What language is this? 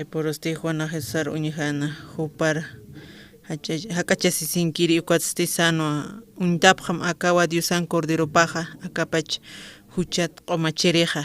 Aymara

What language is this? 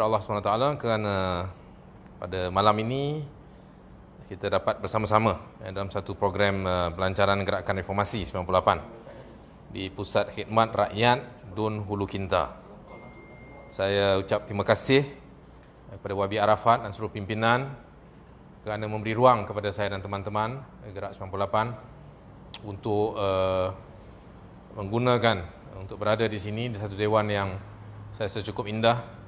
Malay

